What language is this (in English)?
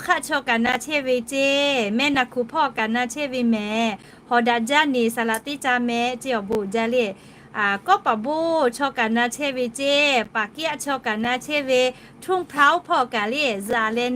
Lahu